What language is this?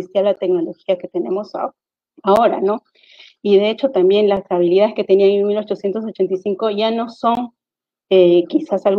Spanish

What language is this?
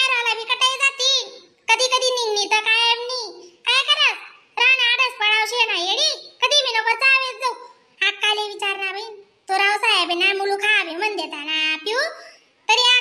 Khandesi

